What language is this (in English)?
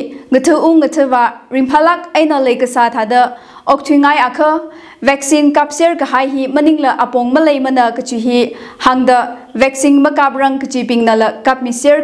Tangkhul Naga (India)